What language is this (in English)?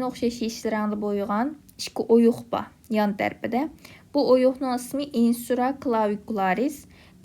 Uyghur